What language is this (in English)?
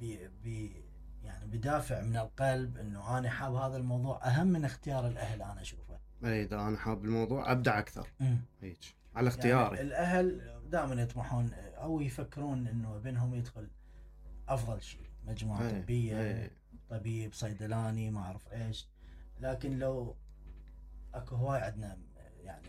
Mesopotamian Arabic